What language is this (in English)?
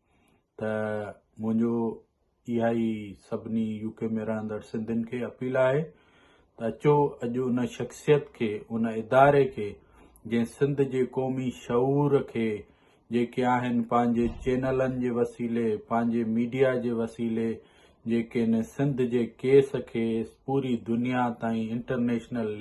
Sindhi